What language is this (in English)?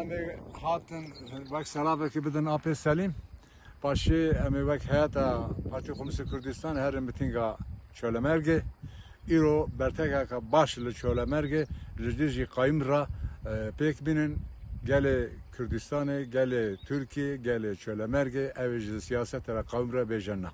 Kurdish